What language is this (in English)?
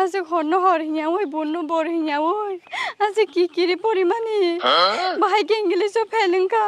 Kok Borok